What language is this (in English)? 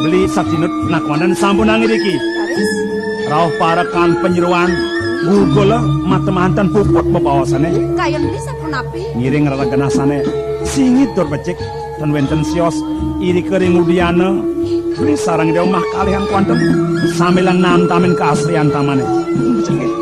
Balinese